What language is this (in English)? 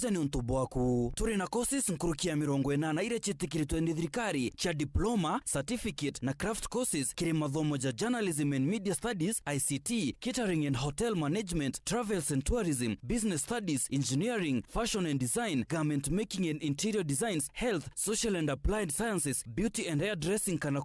Meru